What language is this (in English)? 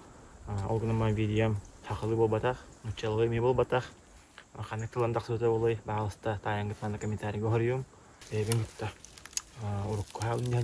Yakut